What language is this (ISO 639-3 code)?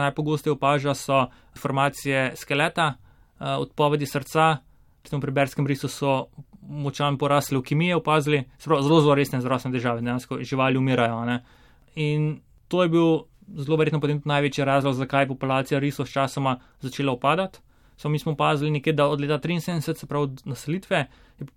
slv